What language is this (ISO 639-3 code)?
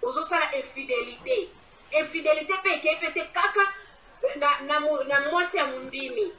lin